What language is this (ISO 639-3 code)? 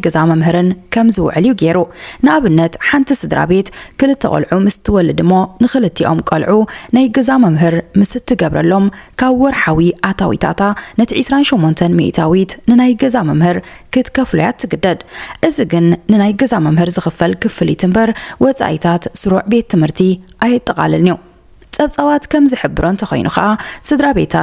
tir